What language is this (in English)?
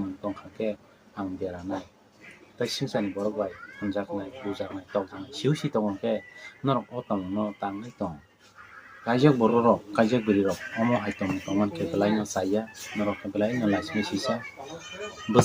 Kok Borok